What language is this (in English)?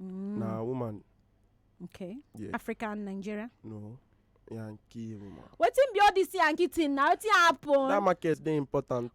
Nigerian Pidgin